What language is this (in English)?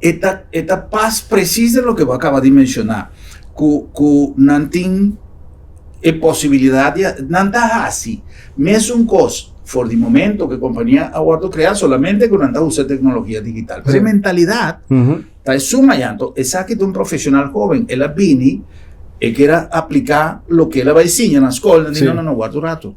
Papiamento